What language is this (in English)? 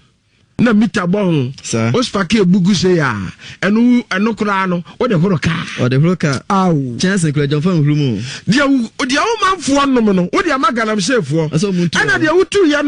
Akan